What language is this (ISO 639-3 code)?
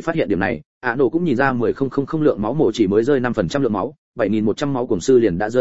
vie